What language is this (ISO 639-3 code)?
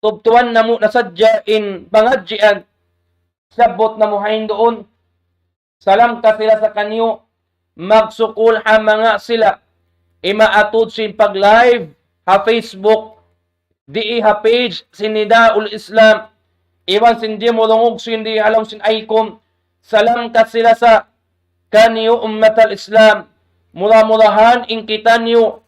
tsg